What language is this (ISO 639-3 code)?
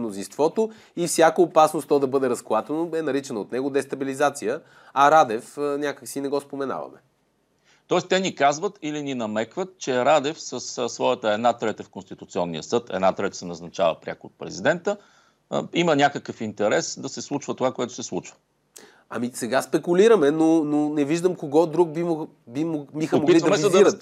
bul